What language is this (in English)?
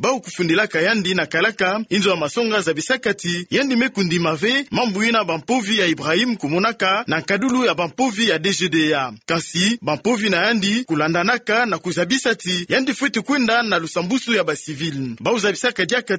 Kituba (Democratic Republic of Congo)